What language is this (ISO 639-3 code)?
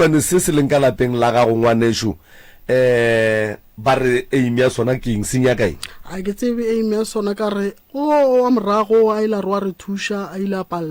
nso